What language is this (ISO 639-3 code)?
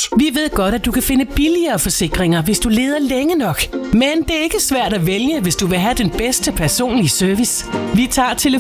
dan